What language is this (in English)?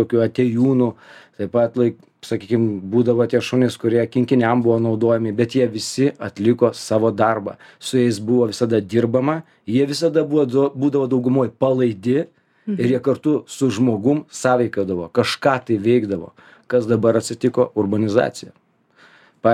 Lithuanian